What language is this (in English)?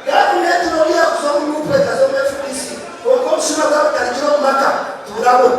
Nyankole